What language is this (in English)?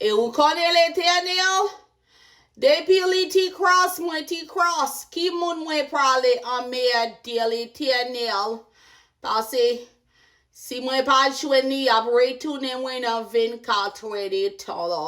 Haitian Creole